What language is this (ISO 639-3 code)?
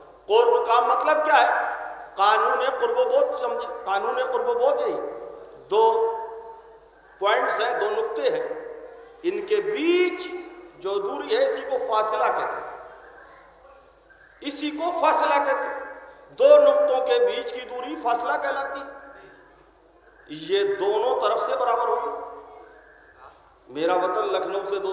urd